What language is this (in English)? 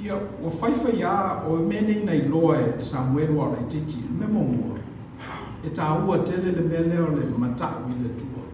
Samoan